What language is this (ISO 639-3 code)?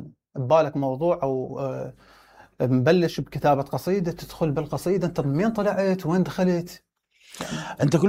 acm